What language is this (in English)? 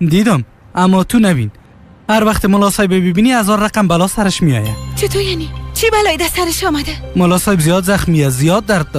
Tajik